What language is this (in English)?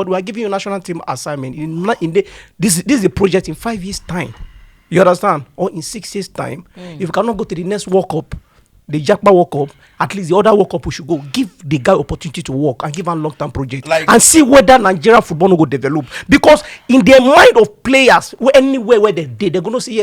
Nigerian Pidgin